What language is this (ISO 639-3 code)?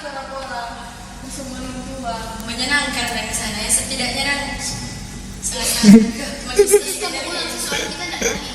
xmm